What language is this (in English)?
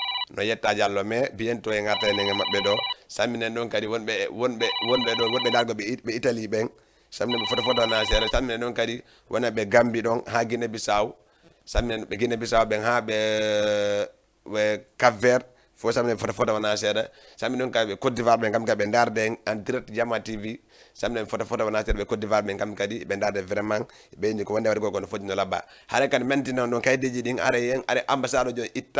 Fula